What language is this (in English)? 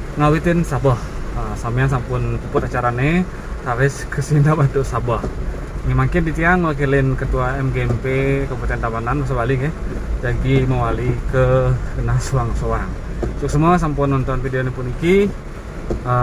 Balinese